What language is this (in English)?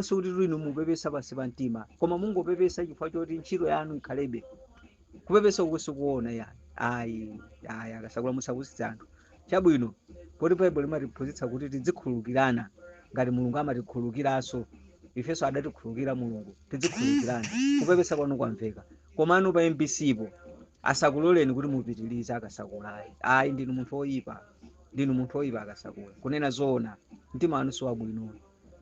Nyanja